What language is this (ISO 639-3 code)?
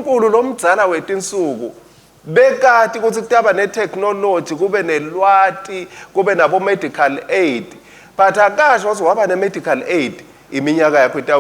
ssw